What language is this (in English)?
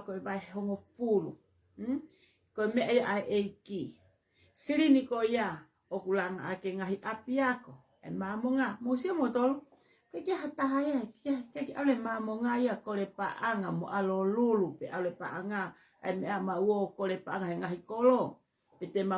Tongan